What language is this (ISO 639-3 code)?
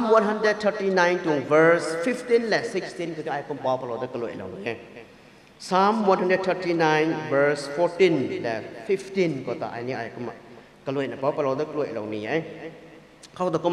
nbu